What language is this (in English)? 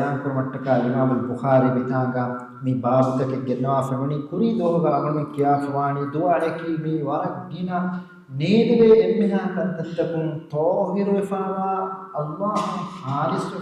Divehi